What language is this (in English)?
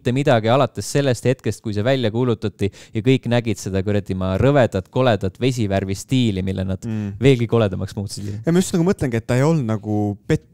Estonian